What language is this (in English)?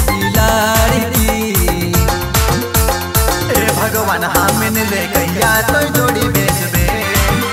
Sadri